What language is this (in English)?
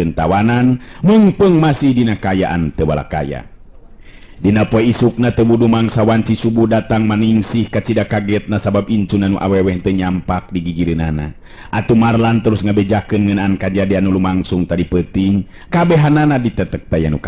Sundanese